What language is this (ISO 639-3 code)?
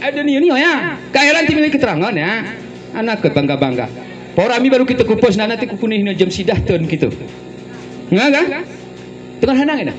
gay